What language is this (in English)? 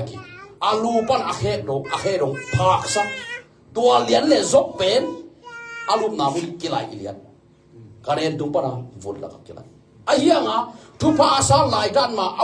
Tedim Chin